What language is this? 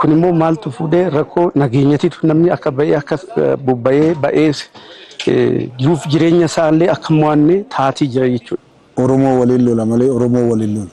Oromo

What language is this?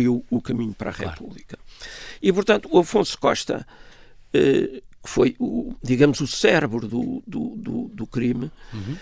Portuguese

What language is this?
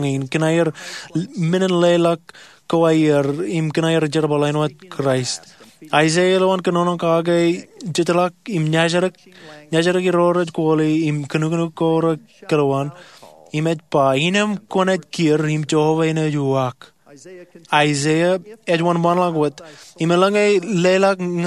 Marshallese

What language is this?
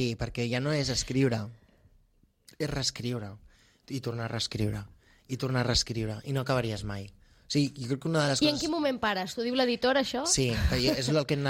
Catalan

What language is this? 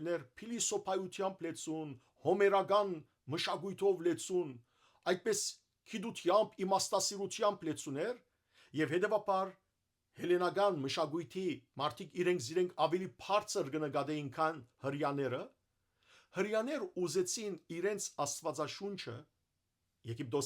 Western Armenian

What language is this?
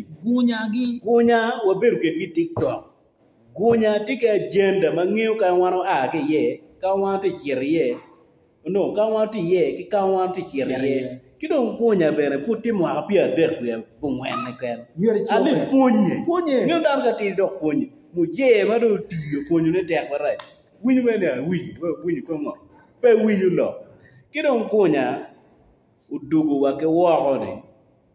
Acoli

